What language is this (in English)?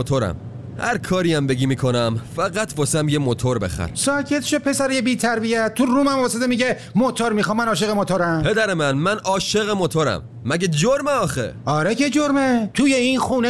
Persian